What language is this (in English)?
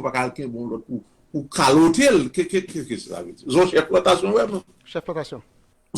Haitian Creole